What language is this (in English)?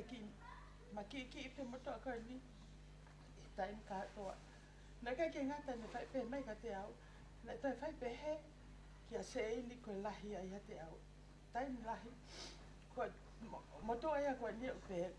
Tongan